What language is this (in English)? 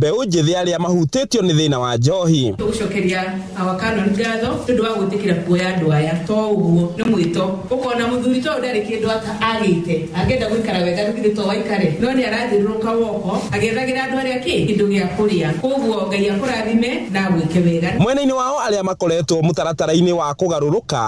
Kikuyu